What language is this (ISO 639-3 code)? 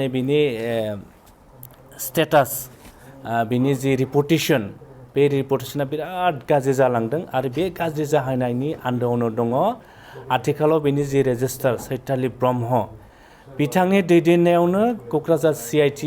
brx